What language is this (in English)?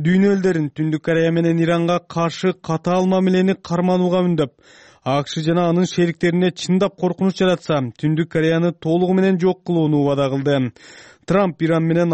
Kyrgyz